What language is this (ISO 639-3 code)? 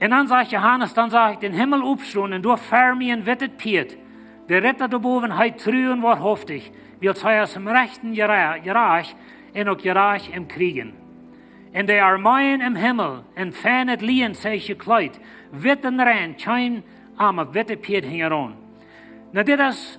pdt